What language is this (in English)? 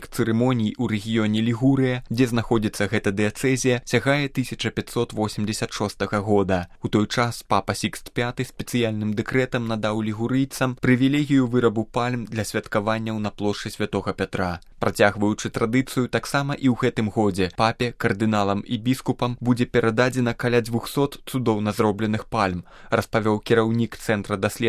Belarusian